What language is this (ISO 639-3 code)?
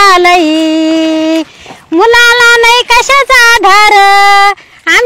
mar